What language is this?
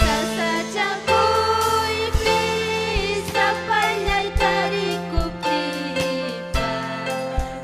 Ayacucho Quechua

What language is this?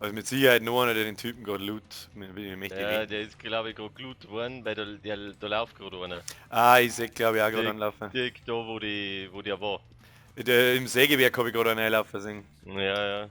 Bavarian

